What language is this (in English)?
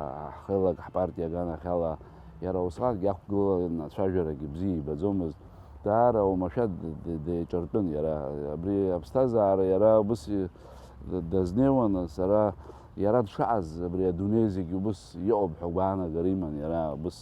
Abkhazian